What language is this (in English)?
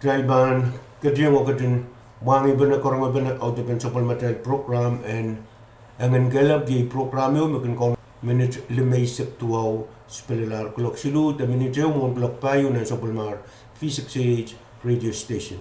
Pohnpeian